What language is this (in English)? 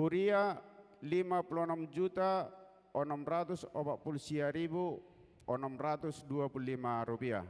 Batak Toba